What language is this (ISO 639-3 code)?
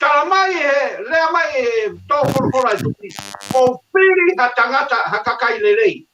ton